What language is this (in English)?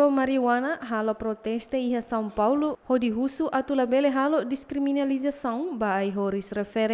Tetum